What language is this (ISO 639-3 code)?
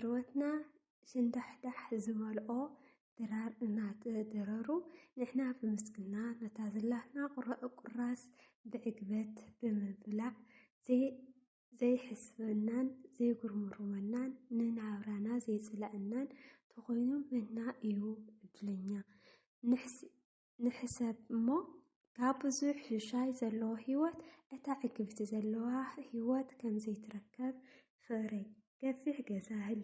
tir